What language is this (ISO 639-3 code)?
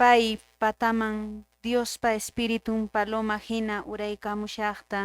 que